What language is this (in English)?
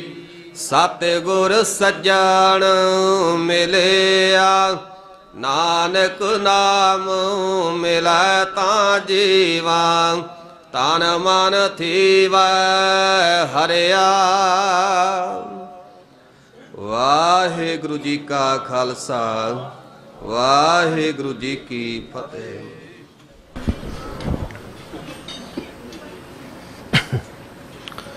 Punjabi